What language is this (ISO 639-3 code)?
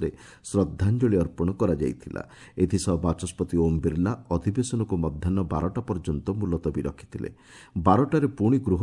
ori